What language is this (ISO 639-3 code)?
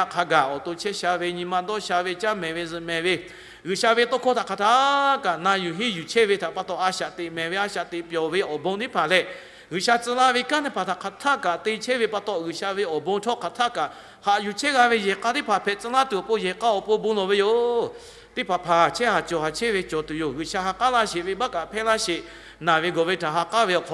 lhu